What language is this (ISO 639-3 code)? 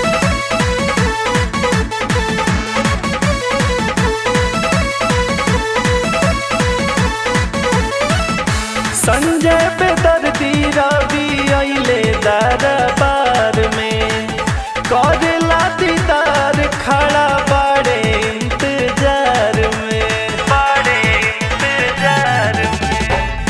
bho